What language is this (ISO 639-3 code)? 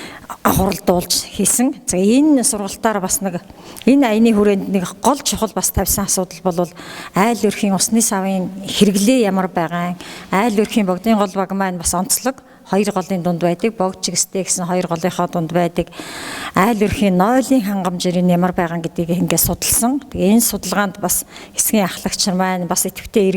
mon